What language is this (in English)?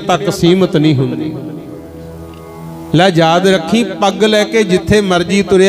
Punjabi